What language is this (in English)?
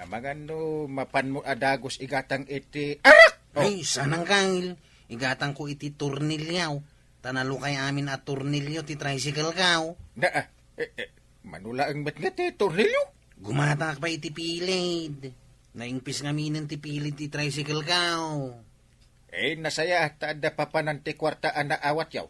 Iloko